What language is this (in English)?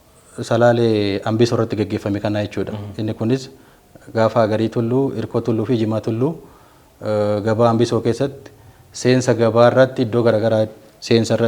Oromo